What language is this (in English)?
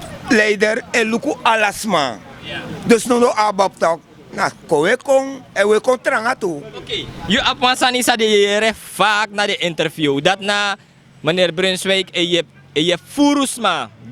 Sranan Tongo